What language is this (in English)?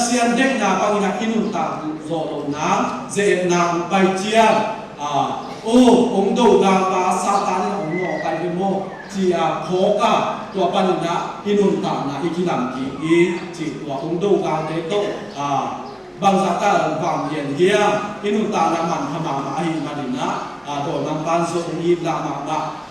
Tedim Chin